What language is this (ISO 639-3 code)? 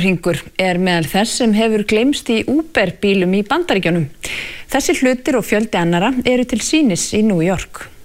isl